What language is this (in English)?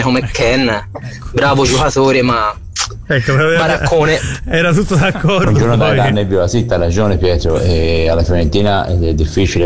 Italian